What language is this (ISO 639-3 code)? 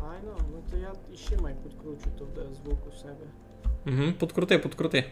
rue